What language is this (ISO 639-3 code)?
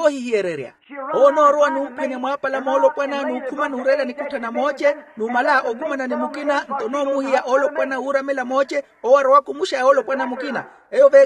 vmw